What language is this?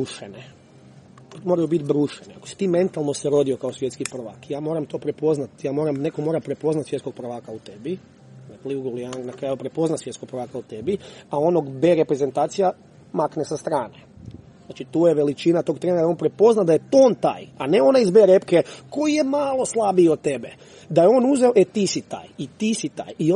Croatian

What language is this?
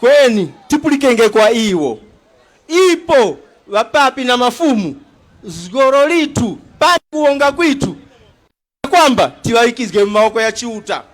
Tumbuka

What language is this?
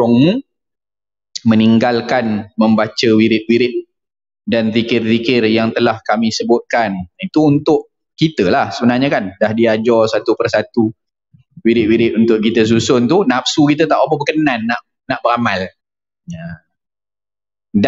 Malay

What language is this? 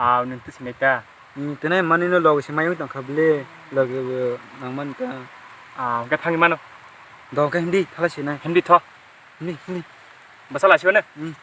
Kok Borok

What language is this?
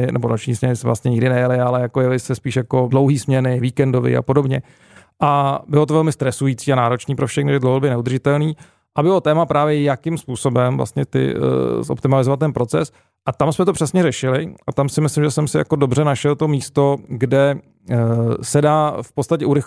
Czech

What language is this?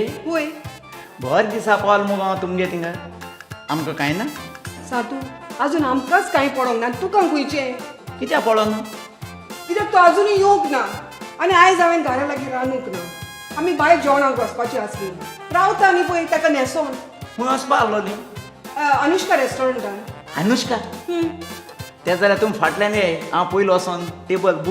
Konkani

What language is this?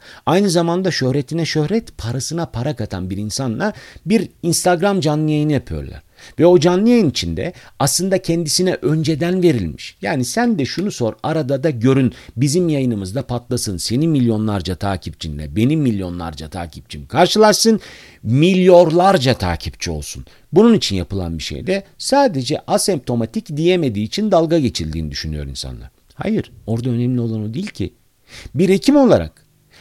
Turkish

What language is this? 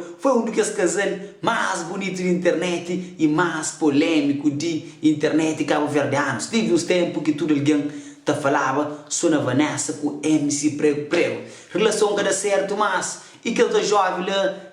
Kabuverdianu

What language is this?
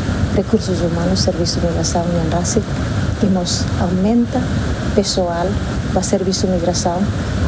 Tetum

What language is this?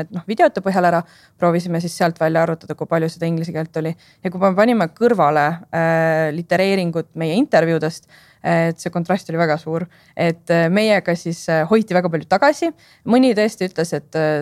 Estonian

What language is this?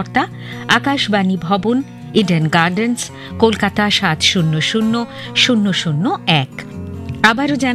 Bangla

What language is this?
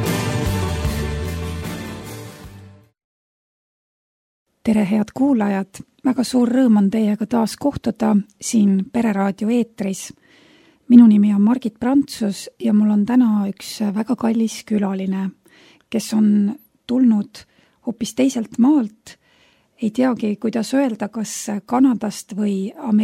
Estonian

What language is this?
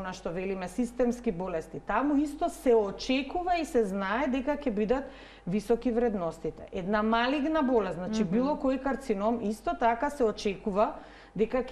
Macedonian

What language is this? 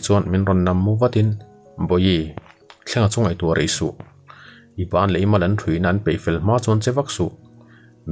Mizo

